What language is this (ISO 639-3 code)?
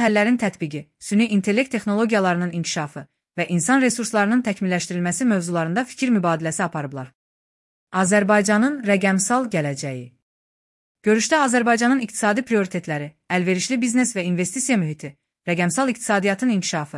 aze